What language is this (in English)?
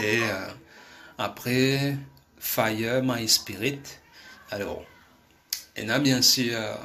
Morisyen